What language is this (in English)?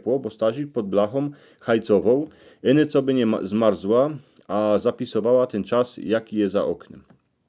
Silesian